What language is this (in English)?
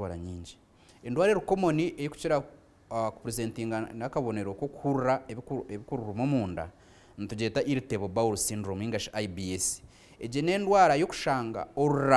Nyankole